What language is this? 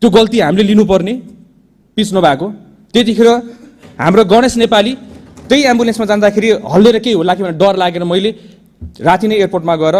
Nepali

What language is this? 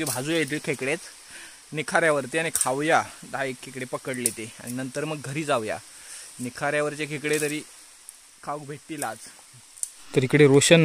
Marathi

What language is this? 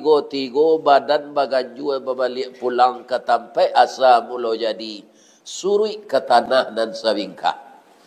Minangkabau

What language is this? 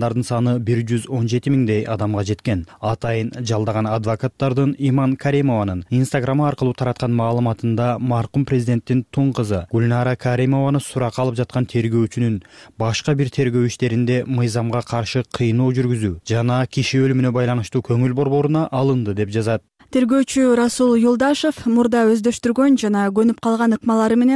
Kyrgyz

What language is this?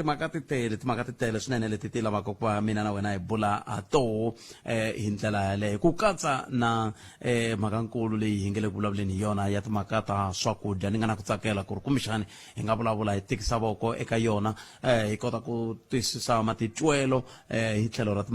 Tsonga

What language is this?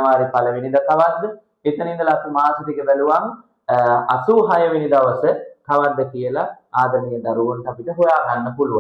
Sinhala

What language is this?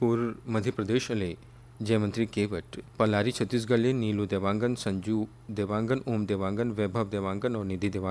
Chhattisgarhi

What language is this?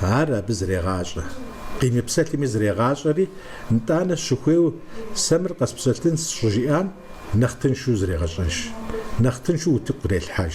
Kabardian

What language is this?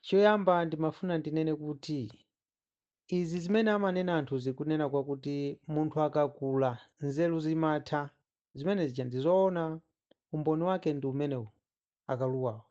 Nyanja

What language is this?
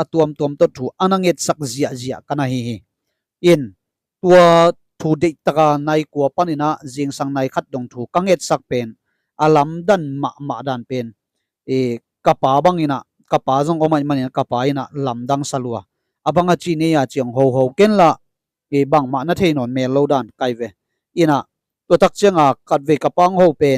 Tedim Chin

